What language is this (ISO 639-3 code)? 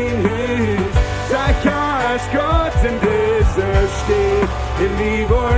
pdt